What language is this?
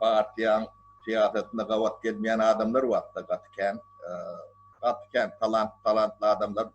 Turkmen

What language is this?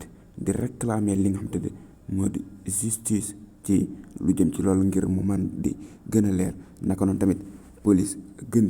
Wolof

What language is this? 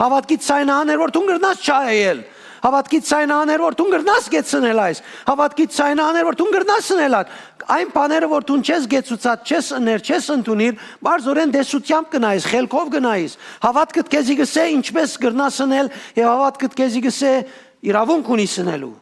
Western Armenian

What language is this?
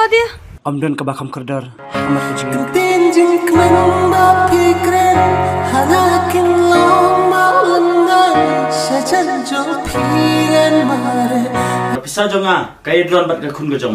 Khasi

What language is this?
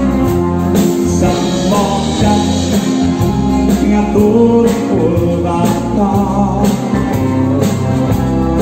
Finnish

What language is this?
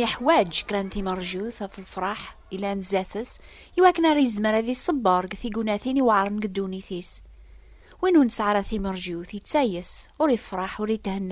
Kabyle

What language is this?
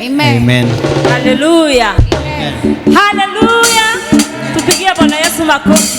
Kikuyu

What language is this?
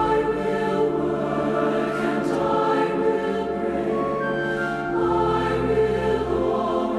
Tahitian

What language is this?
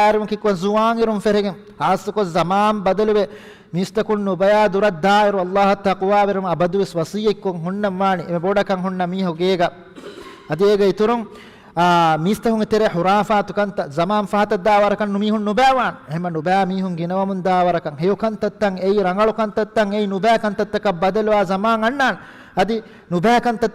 Divehi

